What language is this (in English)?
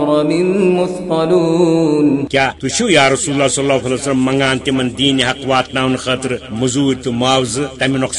Kashmiri